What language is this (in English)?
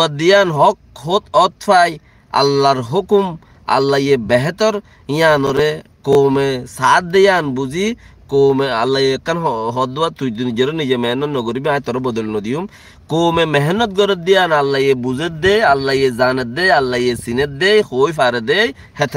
Rohingya